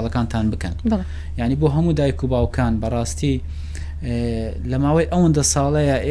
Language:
Central Kurdish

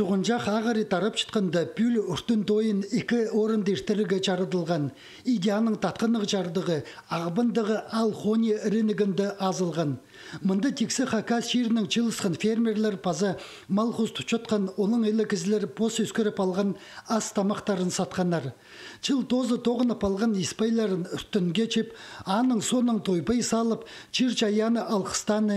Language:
Khakas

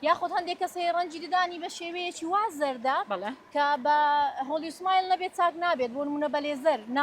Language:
Central Kurdish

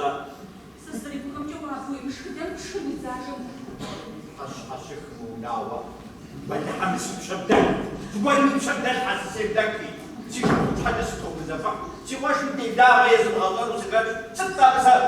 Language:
Kabardian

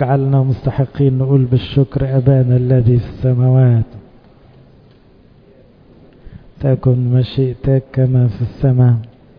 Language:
Egyptian Arabic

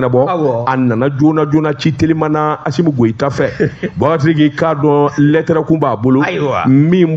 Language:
Bambara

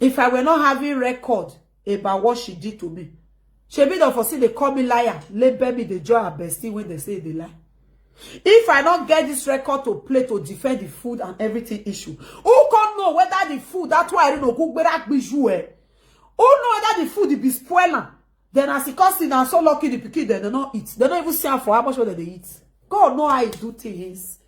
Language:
Nigerian Pidgin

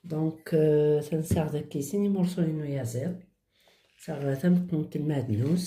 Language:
Kabyle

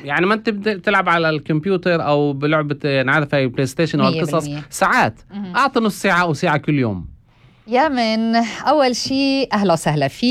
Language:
North Levantine Arabic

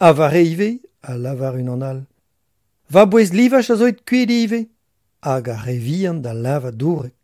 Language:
Breton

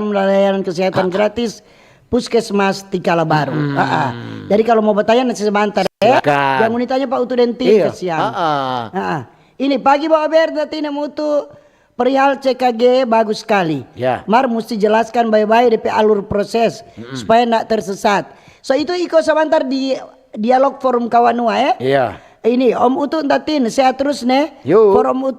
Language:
Manado Malay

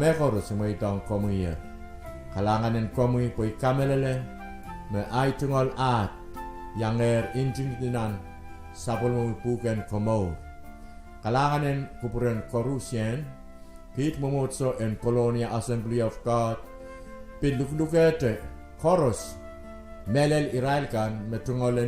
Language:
Pohnpeian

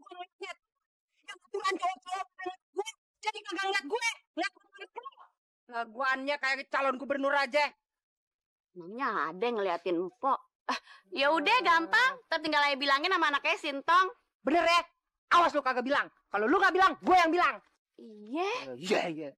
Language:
Betawi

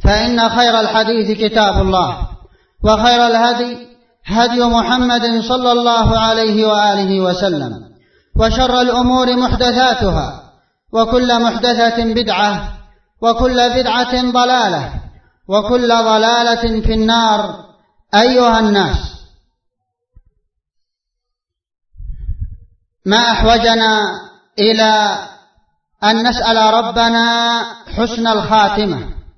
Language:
Arabic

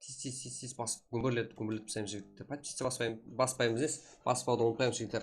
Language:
Kara-Kalpak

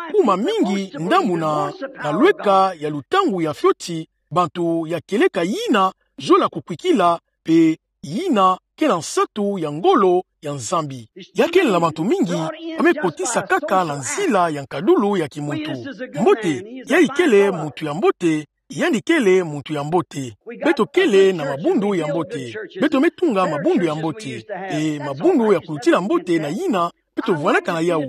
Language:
Kituba (Democratic Republic of Congo)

